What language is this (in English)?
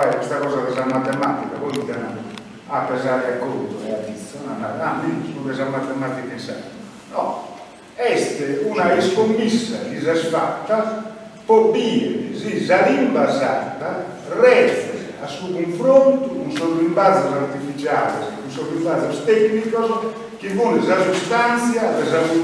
Sardinian